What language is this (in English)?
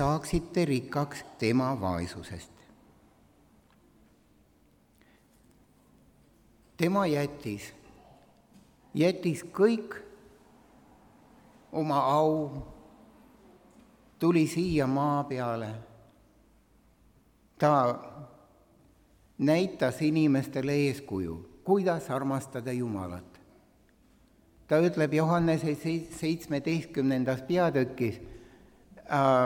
Estonian